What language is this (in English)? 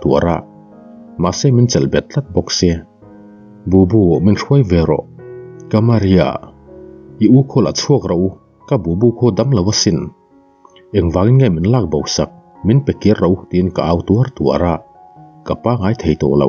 Mizo